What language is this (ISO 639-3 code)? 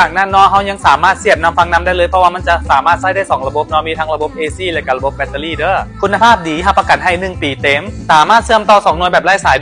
lao